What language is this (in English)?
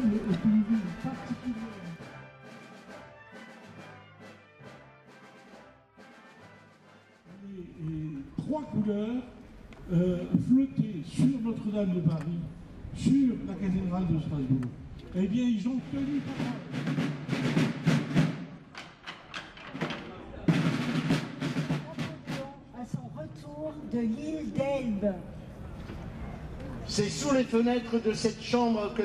French